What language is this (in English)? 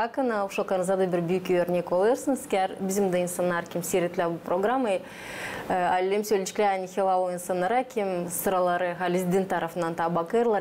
Gagauz